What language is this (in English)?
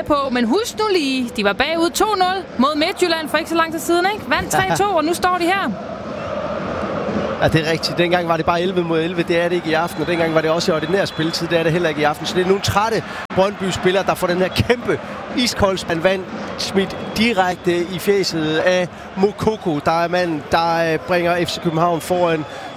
Danish